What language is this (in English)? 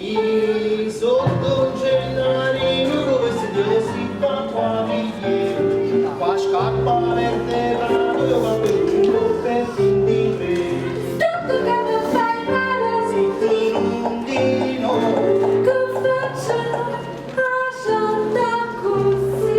Neapolitan